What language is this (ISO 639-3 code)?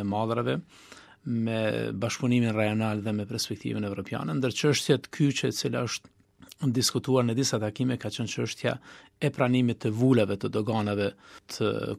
sqi